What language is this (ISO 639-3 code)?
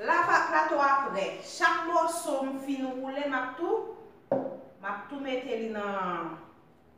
hat